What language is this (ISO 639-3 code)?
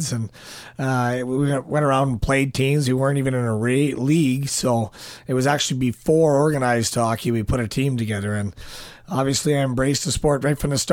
eng